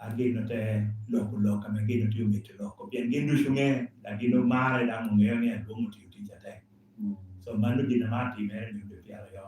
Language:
Lango (Uganda)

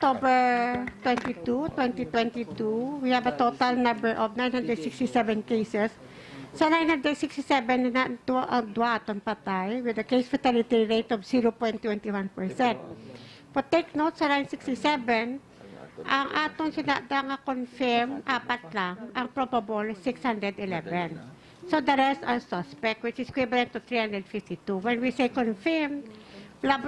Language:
Hiligaynon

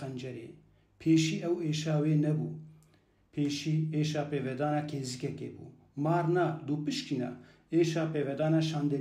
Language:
Kurdish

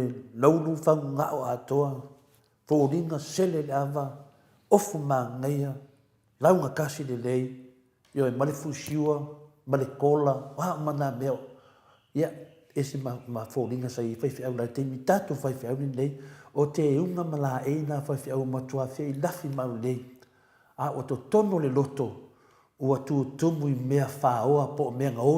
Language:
Samoan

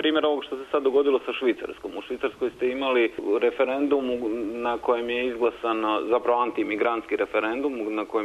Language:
Croatian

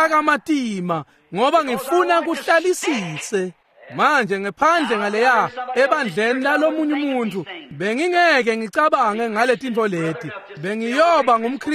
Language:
Swati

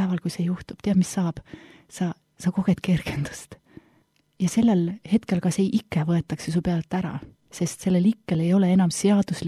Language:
Estonian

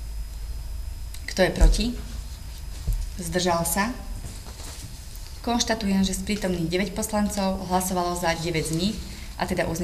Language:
Slovak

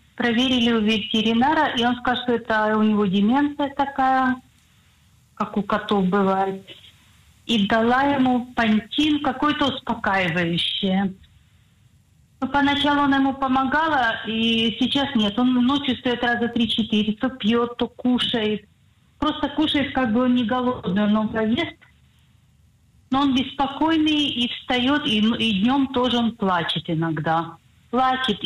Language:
Russian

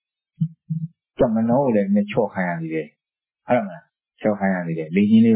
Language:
Burmese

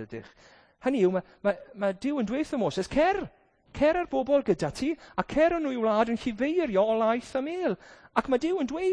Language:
Welsh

